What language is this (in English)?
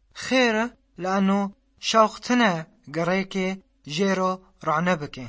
Kurdish